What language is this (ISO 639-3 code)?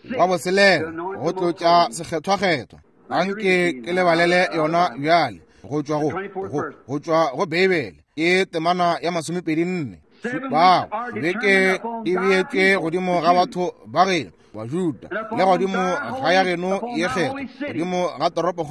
nso